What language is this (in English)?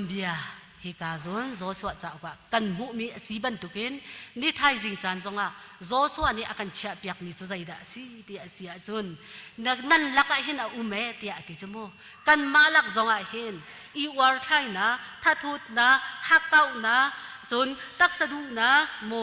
Hakha Chin